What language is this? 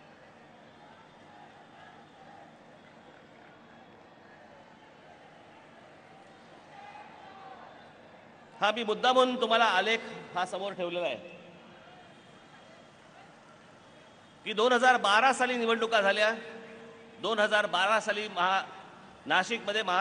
Marathi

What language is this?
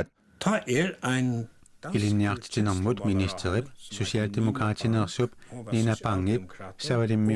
Kalaallisut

